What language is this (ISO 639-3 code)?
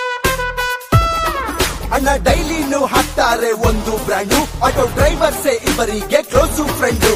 kan